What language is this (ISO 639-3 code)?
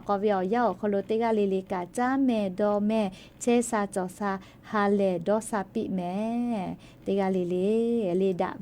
lhu